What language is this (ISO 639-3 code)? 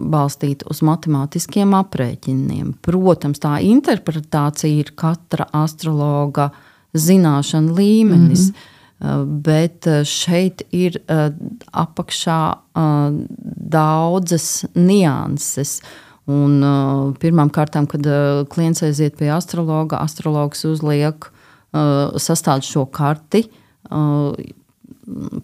lav